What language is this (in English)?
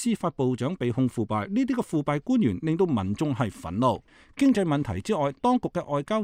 Cantonese